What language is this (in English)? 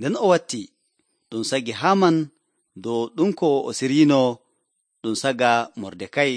Nigerian Fulfulde